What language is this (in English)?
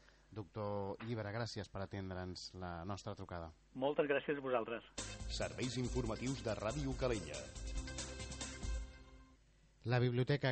Catalan